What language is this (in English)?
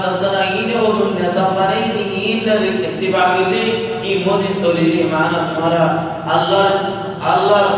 Rohingya